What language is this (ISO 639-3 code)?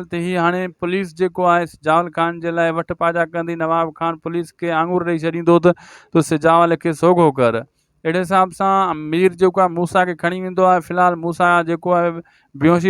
snd